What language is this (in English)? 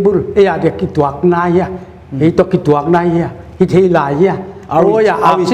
Paite Chin